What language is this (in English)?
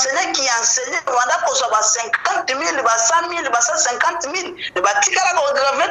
Lingala